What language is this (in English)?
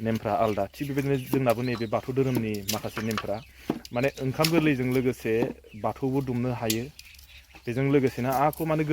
Bodo